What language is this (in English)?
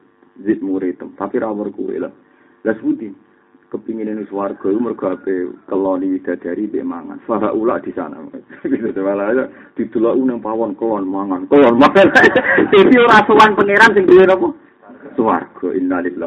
Javanese